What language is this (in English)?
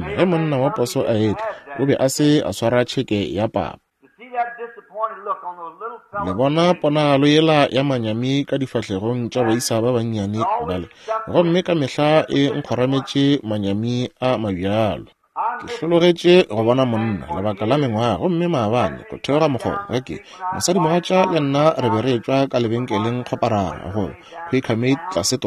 Northern Sotho